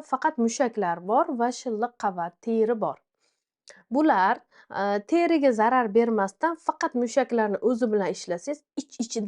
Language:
Uzbek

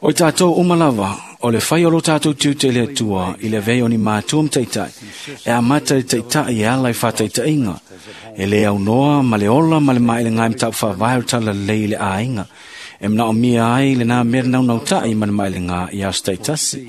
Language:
Samoan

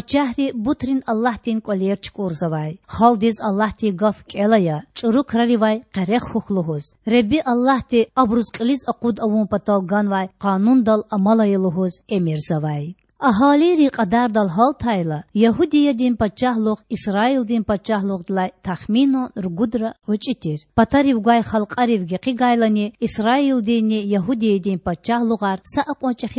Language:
Lezghian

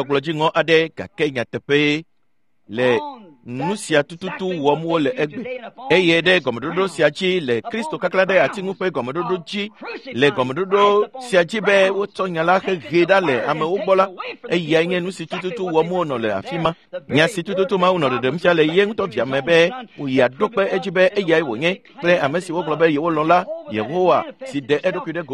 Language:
Ewe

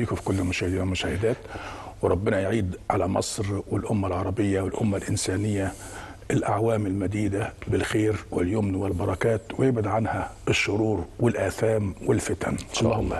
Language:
Egyptian Arabic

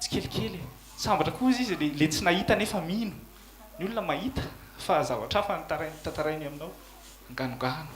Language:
Malagasy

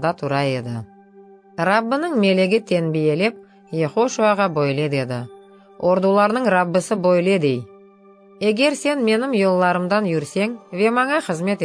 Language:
Crimean Tatar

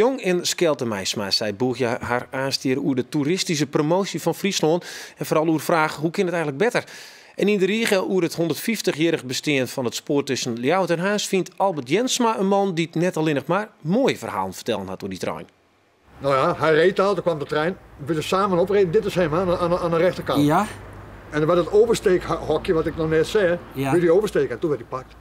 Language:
Western Frisian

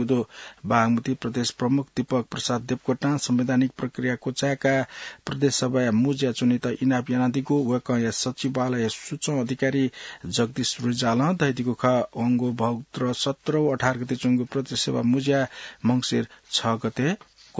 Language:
Newari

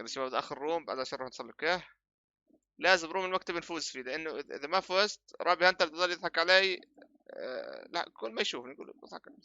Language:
North Levantine Arabic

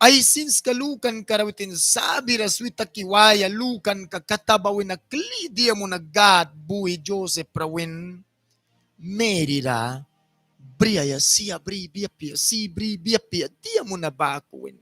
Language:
Mískito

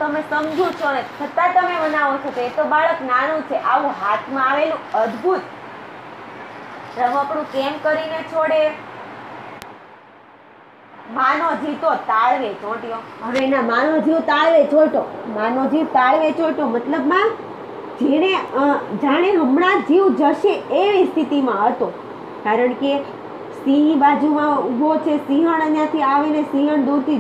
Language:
Gujarati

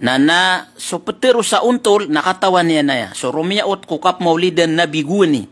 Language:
Maranao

